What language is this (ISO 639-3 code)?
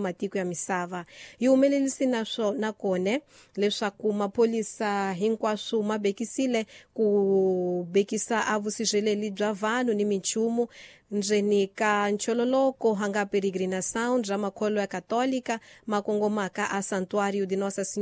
tso